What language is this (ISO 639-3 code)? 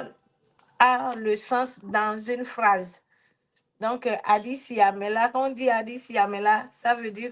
ewe